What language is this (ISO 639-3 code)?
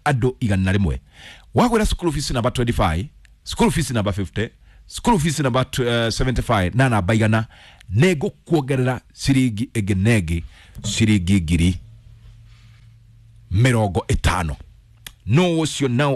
kik